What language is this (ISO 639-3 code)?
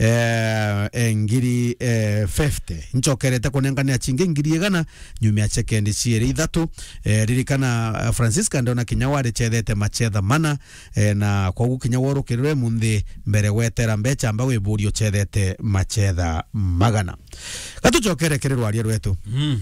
mer